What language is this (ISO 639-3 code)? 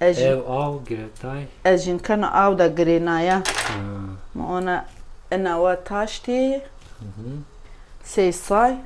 zza